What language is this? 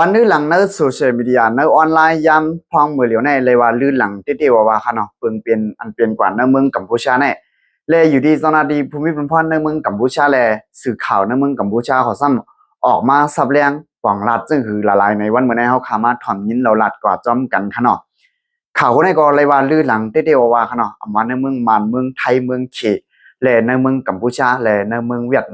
Shan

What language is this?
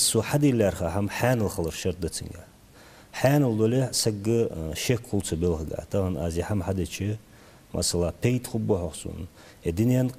Ingush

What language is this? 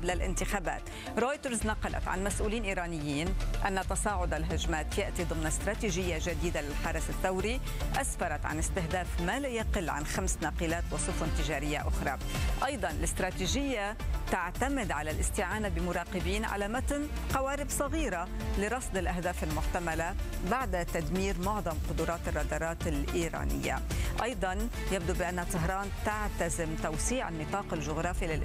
Arabic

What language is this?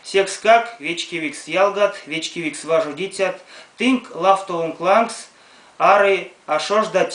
Erzya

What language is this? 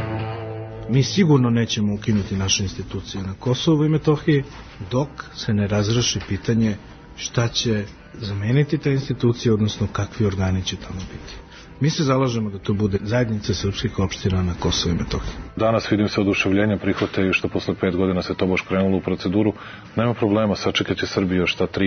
Serbian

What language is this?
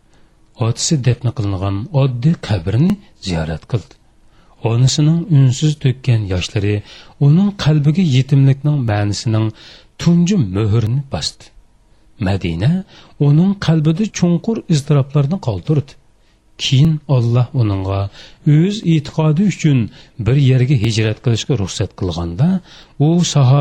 Uyghur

